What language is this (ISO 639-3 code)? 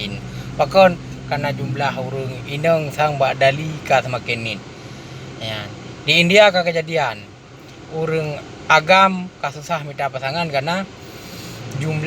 ace